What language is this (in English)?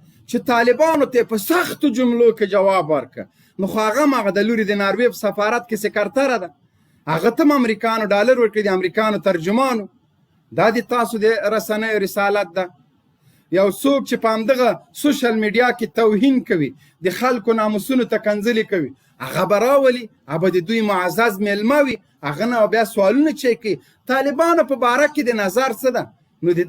Pashto